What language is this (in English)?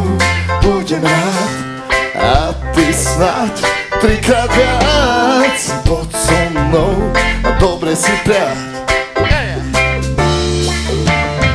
Slovak